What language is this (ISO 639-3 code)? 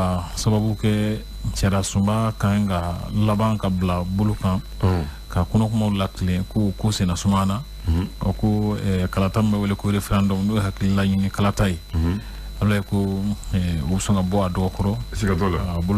bam